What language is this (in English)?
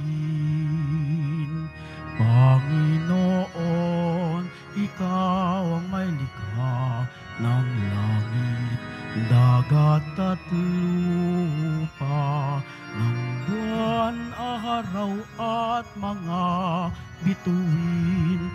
Filipino